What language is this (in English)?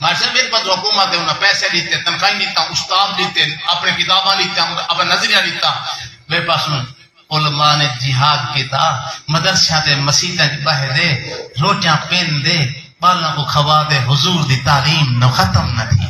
Saraiki